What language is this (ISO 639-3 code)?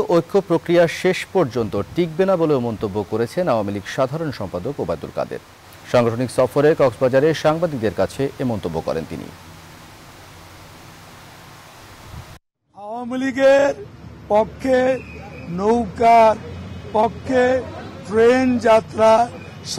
ben